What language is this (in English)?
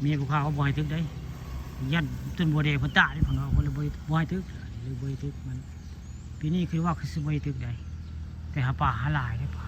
Northeastern Thai